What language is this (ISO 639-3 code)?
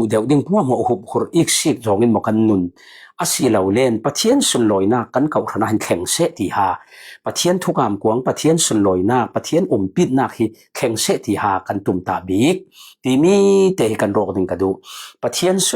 cfm